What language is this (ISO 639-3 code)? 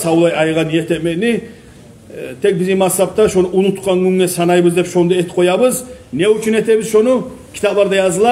kum